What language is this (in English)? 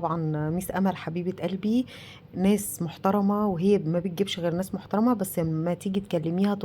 Egyptian Arabic